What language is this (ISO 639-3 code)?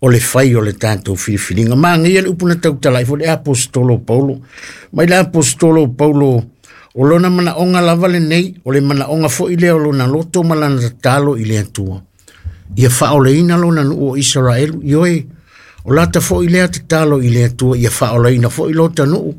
smo